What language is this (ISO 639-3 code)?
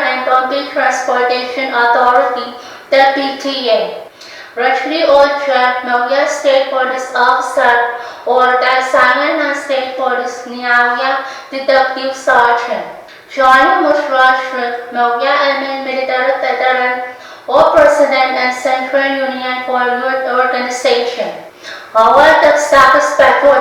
pon